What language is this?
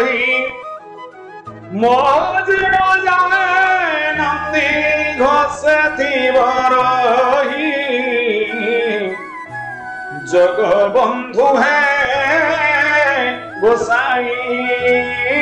Odia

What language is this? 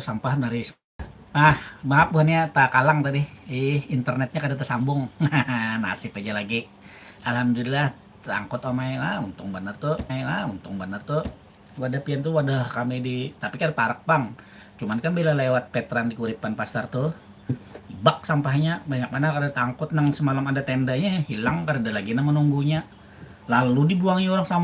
Banjar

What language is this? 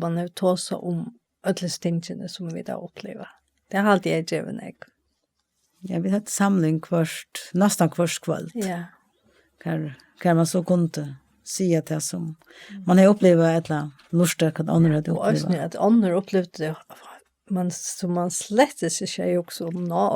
Faroese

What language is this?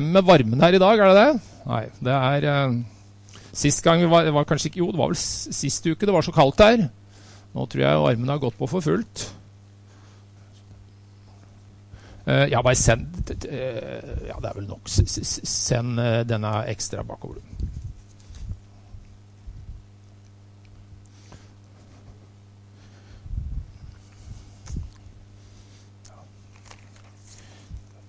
Norwegian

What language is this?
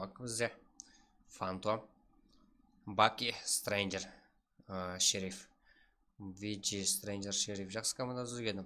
Kara-Kalpak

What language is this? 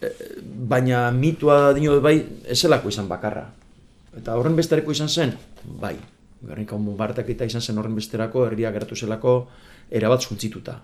Basque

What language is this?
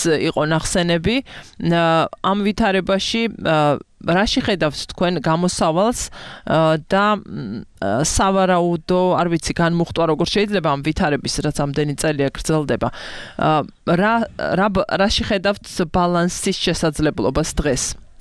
Georgian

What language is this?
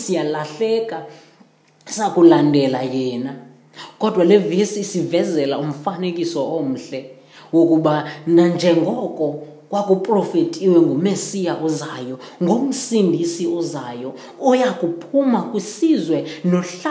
Xhosa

